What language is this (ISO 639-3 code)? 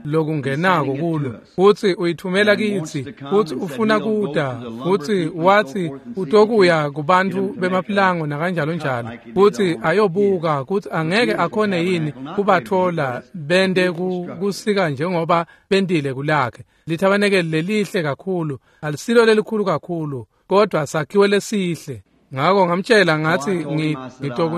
ssw